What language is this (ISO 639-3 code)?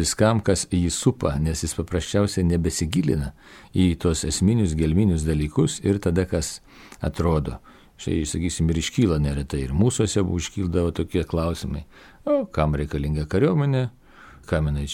lit